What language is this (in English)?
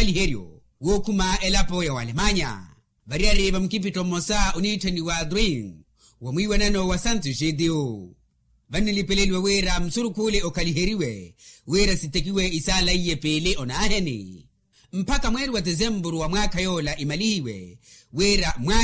Makhuwa